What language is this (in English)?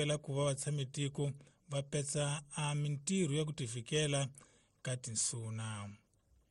Tsonga